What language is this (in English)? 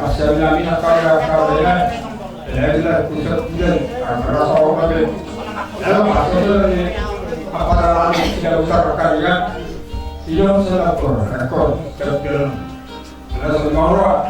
Batak Toba